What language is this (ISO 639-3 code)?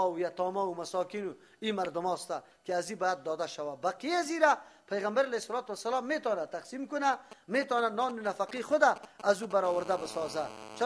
fas